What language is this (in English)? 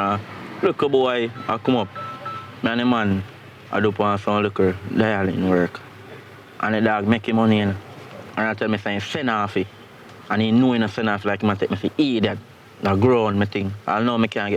Jamaican Creole English